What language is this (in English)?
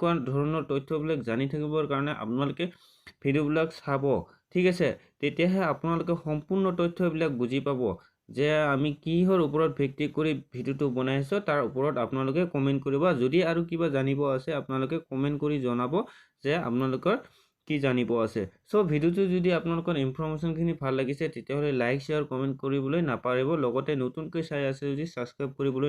Assamese